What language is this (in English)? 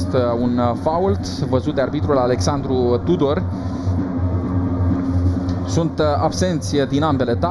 Romanian